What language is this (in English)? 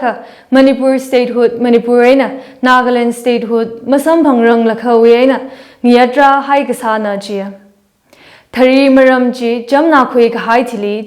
Tangkhul Naga (India)